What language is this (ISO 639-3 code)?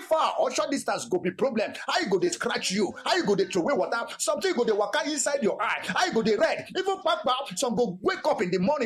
pcm